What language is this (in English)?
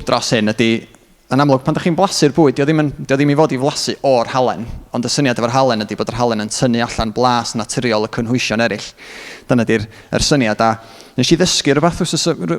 Welsh